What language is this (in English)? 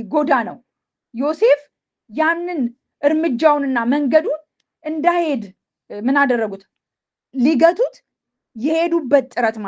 Amharic